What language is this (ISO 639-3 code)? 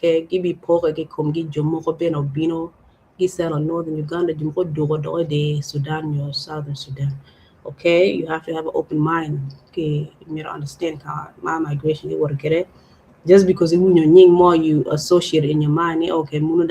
ach